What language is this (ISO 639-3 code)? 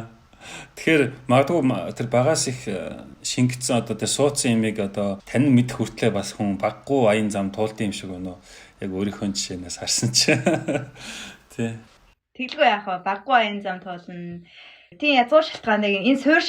mon